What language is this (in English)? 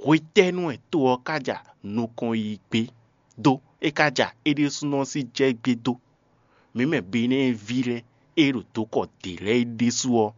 Fon